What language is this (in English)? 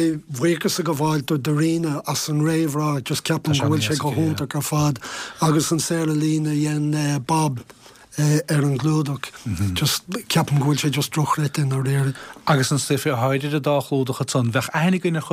Irish